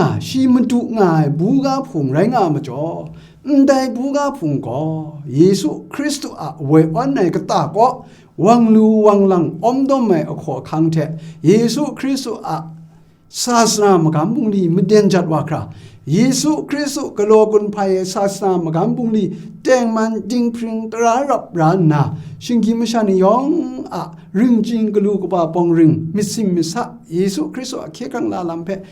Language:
Kachin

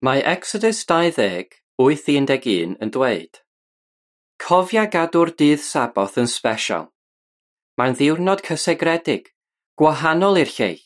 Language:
Welsh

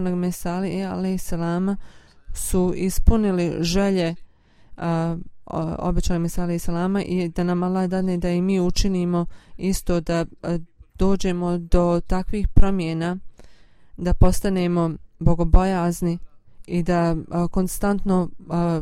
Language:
Bosnian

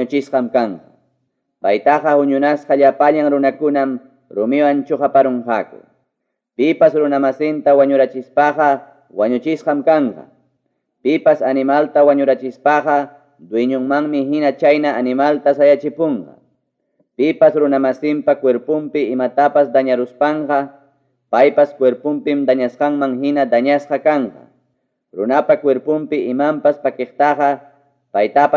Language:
Ayacucho Quechua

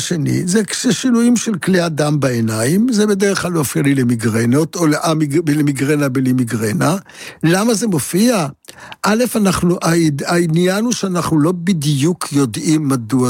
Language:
Hebrew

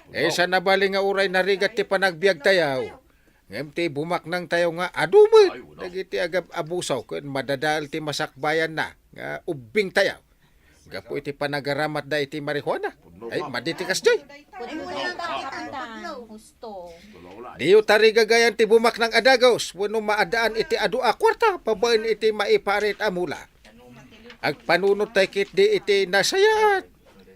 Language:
Iloko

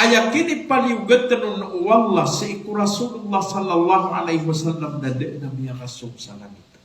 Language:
Maranao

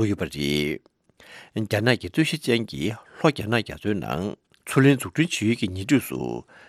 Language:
Tibetan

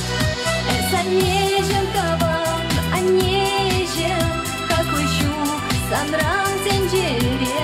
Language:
Chuvash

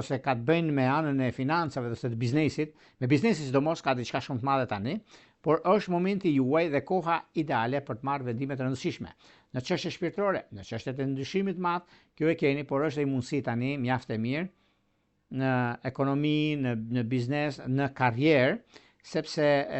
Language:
Albanian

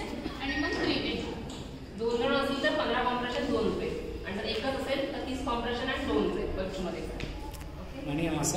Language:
Marathi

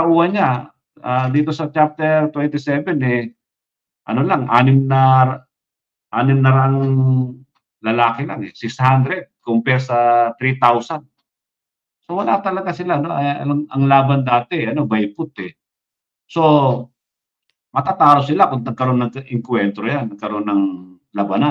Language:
Filipino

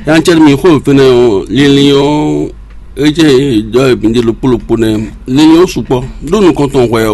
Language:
Fon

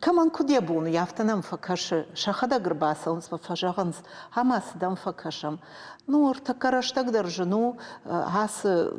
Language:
Ossetic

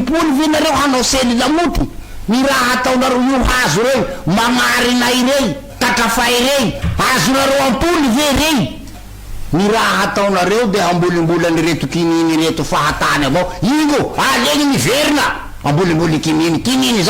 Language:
Malagasy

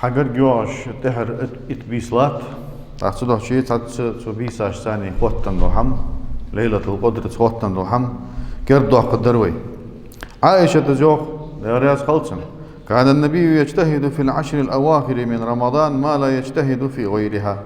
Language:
Ingush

